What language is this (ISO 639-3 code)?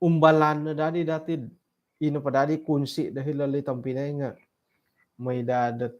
dtp